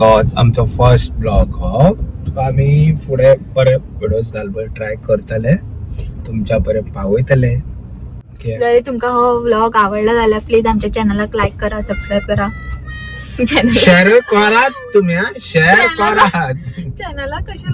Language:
Konkani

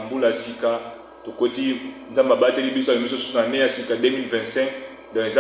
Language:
Lingala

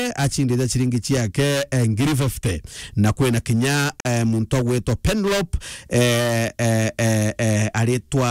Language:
Meru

